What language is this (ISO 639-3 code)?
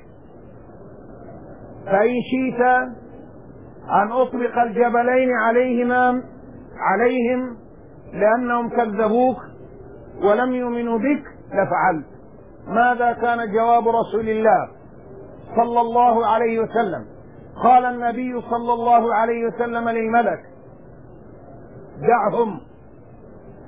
ara